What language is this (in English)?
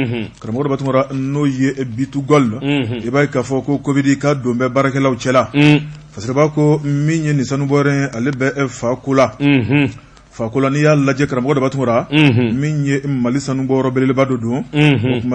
Bambara